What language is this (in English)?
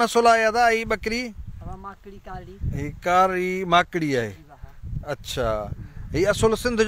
Sindhi